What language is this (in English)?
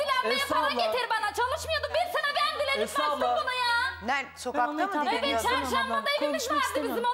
Turkish